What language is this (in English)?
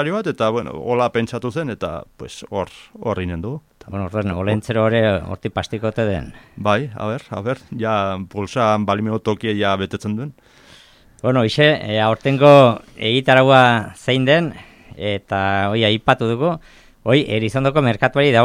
Basque